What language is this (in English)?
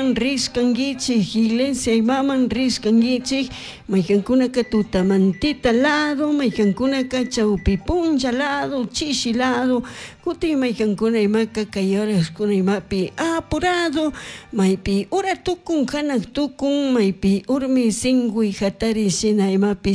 Chimborazo Highland Quichua